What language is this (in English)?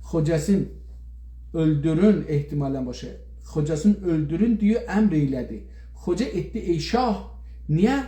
South Azerbaijani